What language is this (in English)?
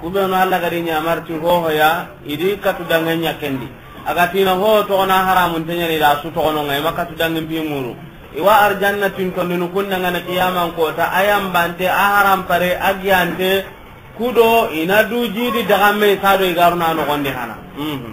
Soninke